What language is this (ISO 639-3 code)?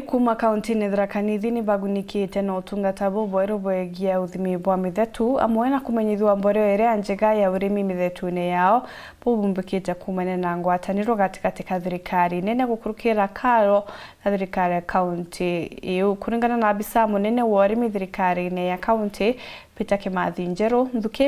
mer